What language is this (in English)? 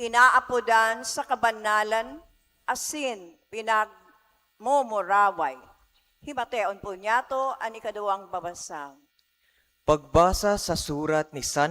Bikol